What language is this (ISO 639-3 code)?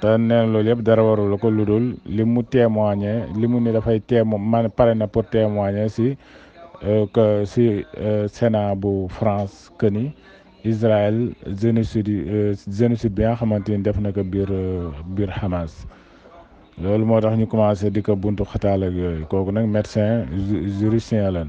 wol